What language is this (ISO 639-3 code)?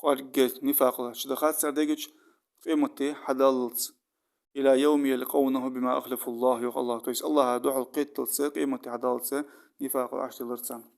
inh